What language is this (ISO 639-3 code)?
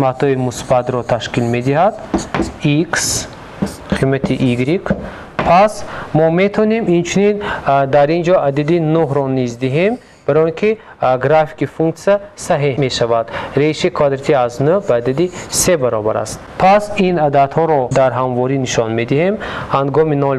tgk